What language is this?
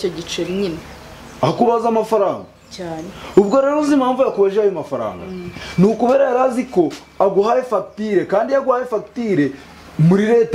Kinyarwanda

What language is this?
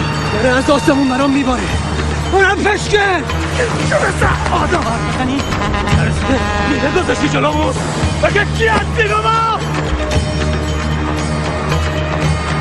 Persian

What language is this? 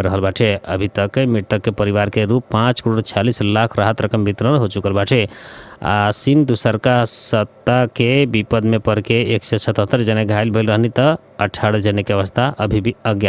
Bhojpuri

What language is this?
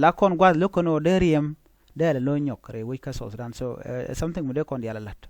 Nuer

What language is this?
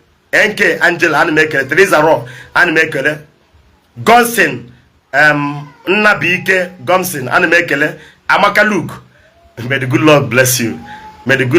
Igbo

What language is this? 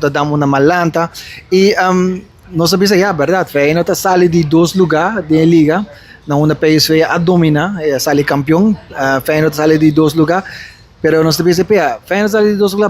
Papiamento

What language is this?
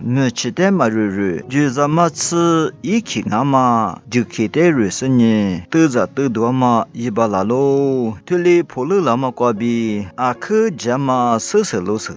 Lisu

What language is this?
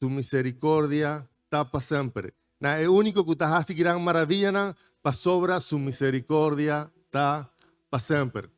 Papiamento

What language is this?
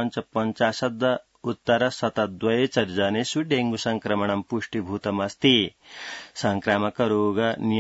Sanskrit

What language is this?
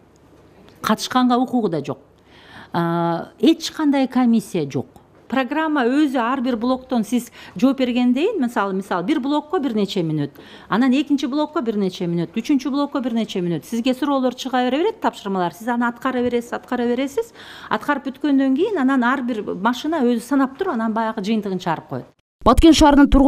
Kyrgyz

